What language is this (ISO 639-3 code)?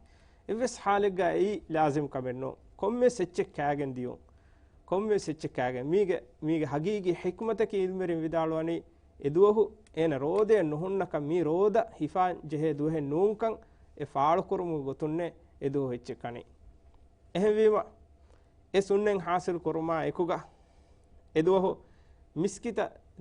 div